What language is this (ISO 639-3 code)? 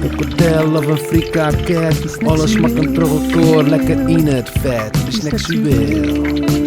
fry